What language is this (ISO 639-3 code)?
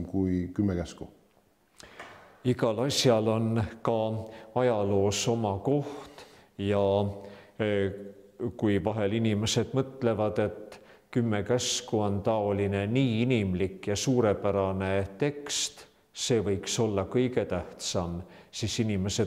est